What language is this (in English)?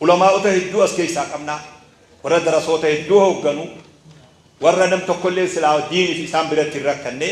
Oromo